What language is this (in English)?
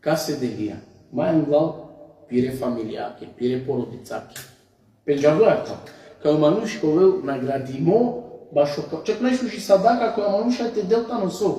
Balkan Romani